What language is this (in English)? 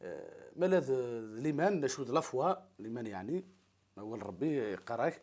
Kabyle